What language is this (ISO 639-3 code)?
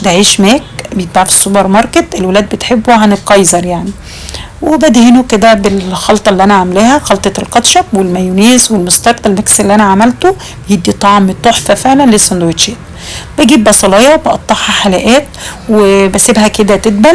arz